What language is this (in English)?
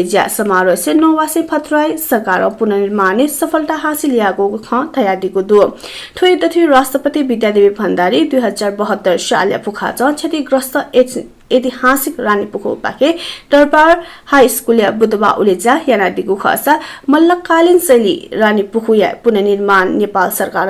Newari